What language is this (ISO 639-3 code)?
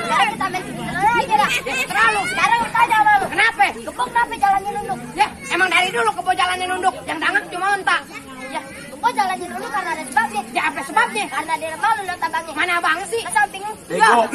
bew